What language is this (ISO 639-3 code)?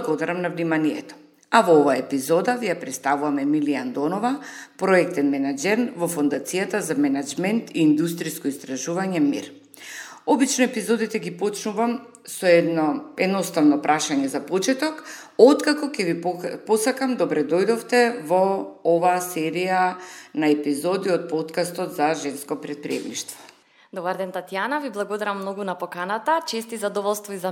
mkd